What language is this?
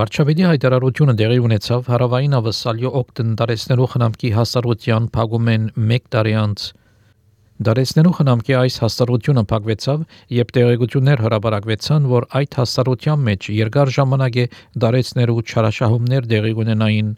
Armenian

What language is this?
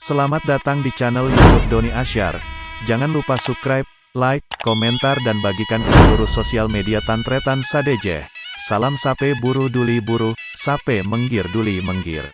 Madurese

